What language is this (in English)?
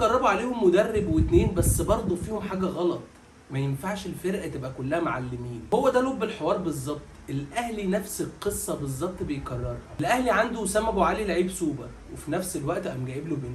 Egyptian Arabic